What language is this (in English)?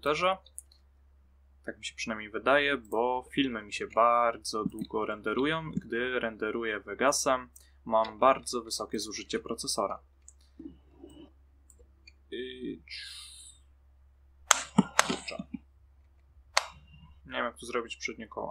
Polish